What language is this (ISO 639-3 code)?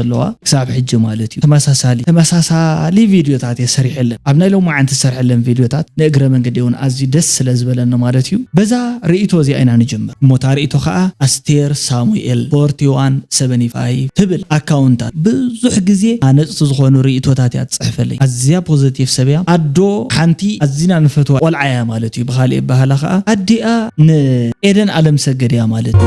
tir